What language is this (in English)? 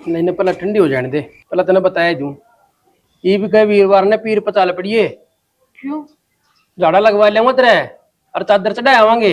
Haryanvi